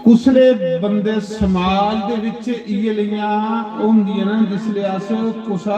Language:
Dogri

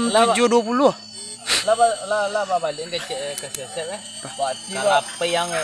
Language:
Minangkabau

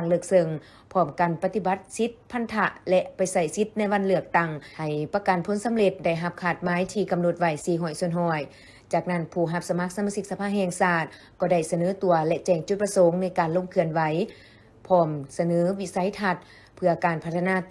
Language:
Lao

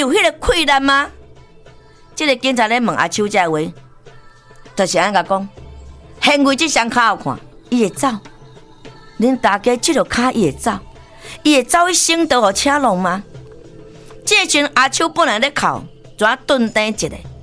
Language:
Min Nan Chinese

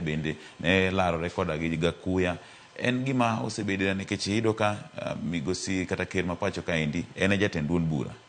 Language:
Luo (Kenya and Tanzania)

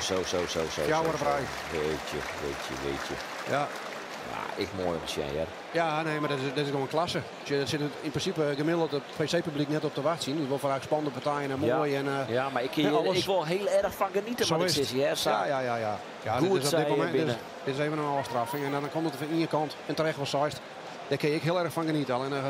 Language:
Western Frisian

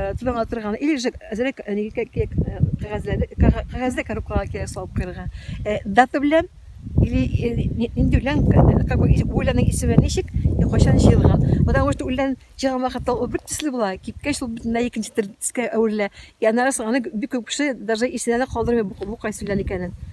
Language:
Tatar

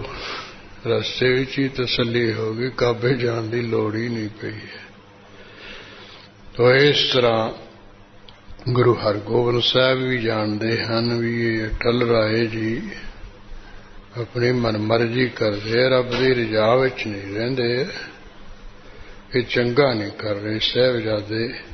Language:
Punjabi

